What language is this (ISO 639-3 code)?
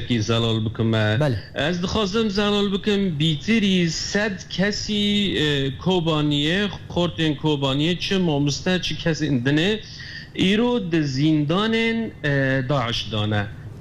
kur